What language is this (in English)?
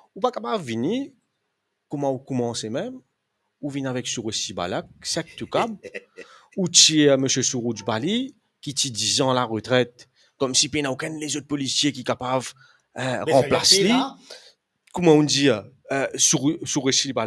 Morisyen